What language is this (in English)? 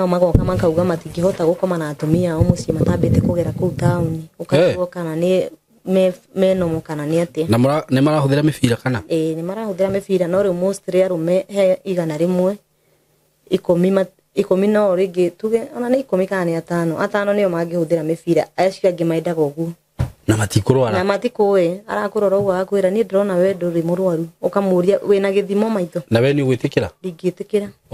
Kikuyu